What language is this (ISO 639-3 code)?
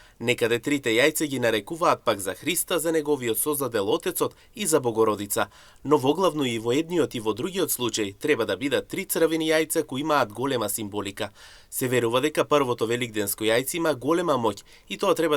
mkd